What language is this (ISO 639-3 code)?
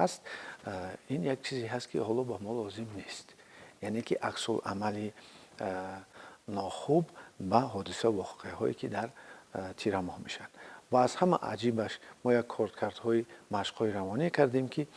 tgk